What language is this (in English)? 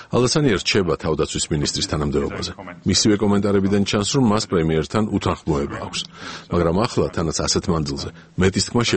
Georgian